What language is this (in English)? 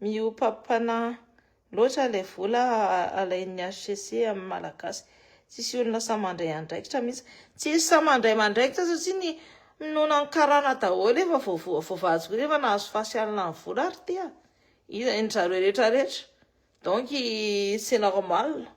Malagasy